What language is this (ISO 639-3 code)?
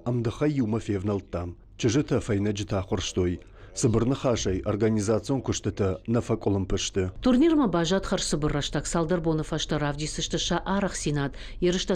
oss